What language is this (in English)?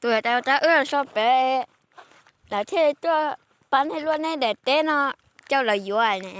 Hmong